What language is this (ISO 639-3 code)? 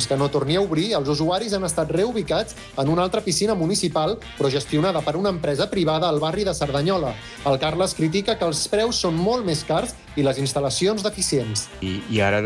cat